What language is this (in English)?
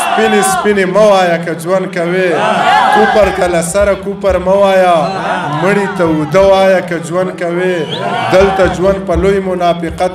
Pashto